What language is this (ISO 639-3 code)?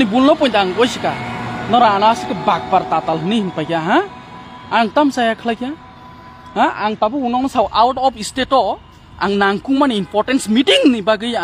trp